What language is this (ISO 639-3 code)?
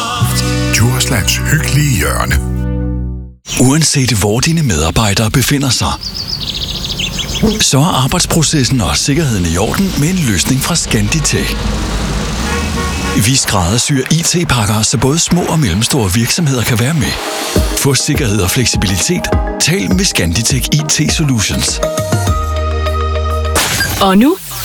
dan